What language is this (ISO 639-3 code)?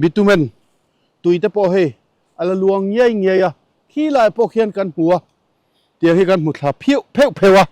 lus